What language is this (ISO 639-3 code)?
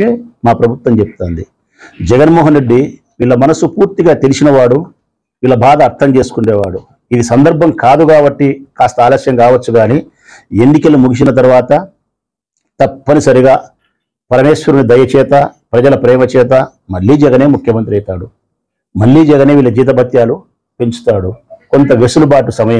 tel